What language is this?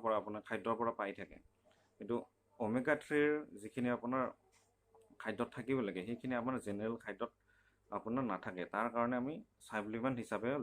Assamese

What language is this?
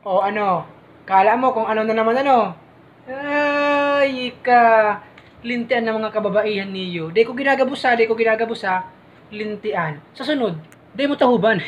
Bikol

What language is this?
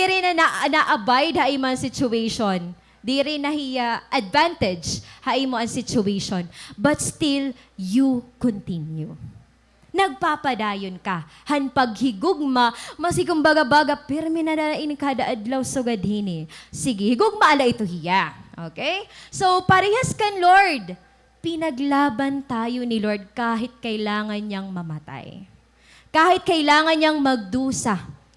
Waray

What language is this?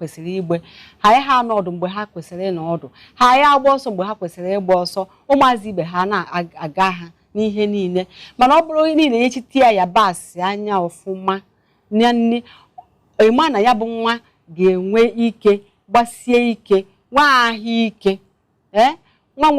Igbo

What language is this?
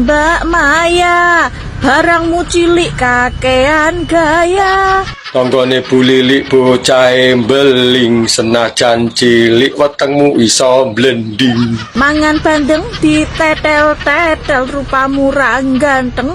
Javanese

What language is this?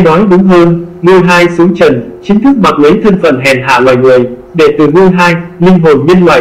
Vietnamese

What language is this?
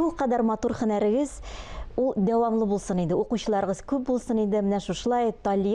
Tatar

